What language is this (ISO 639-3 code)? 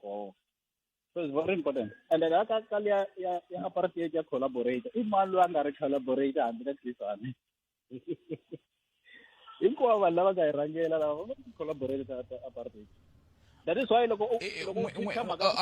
tso